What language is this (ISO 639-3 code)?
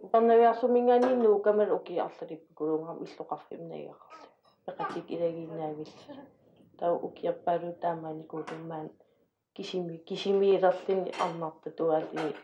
kal